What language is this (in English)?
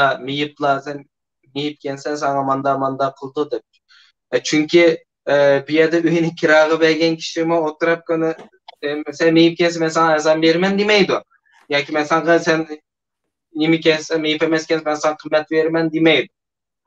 Uyghur